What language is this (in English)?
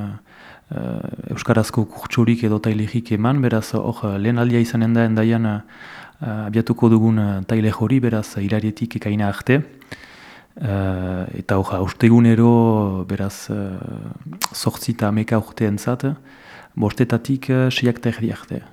Basque